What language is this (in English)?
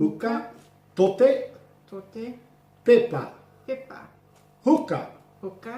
Māori